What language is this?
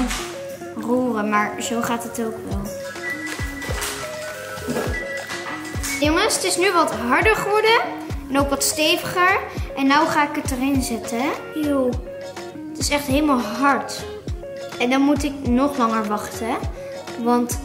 Dutch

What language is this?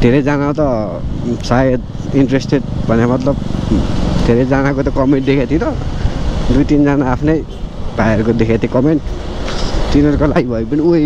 Nepali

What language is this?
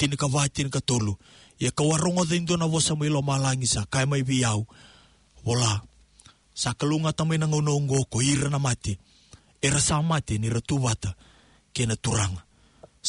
Fijian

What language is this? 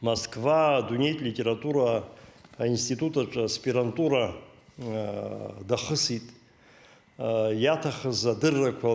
Abkhazian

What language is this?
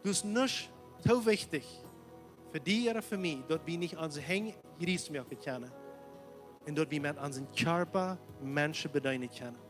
Plautdietsch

